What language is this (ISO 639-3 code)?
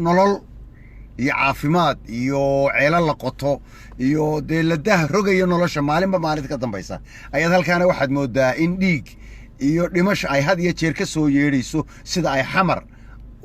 som